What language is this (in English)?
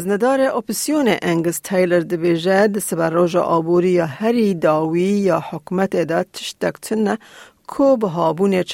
Kurdish